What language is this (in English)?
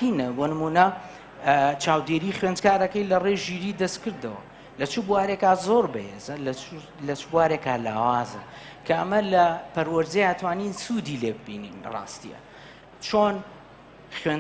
Central Kurdish